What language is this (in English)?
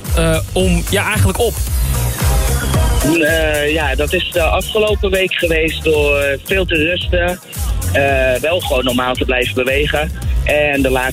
Dutch